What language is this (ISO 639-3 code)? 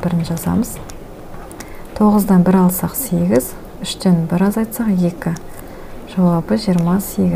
kaz